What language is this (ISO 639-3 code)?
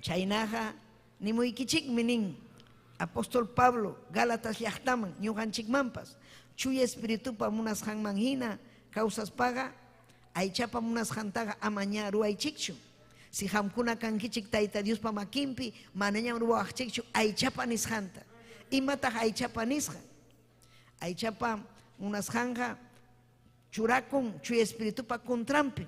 quy